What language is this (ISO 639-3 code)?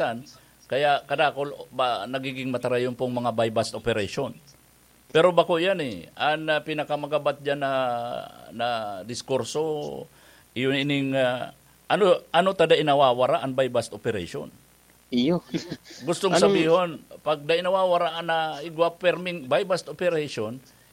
bik